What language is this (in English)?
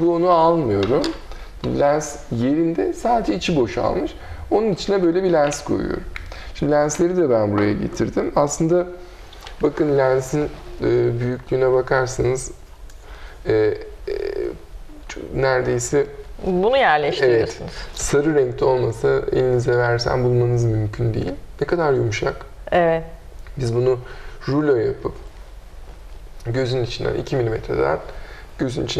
Turkish